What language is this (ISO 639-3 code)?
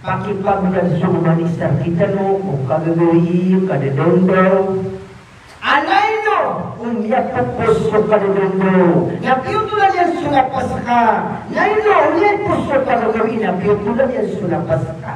mrw